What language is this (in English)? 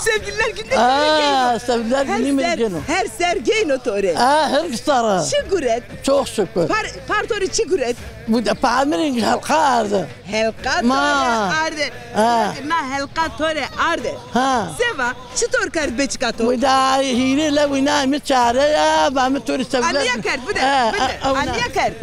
Zaza